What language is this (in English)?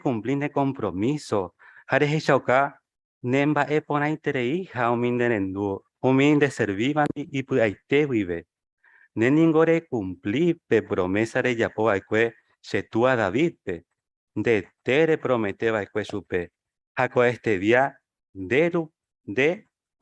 Guarani